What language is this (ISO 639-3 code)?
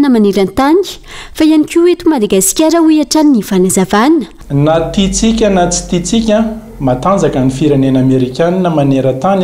mlg